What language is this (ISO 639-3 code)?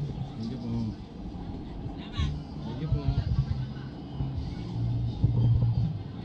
fil